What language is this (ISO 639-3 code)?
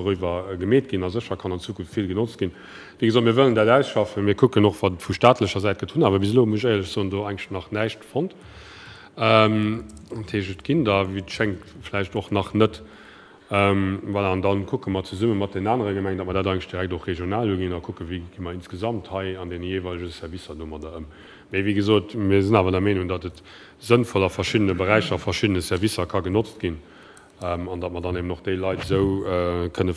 ltz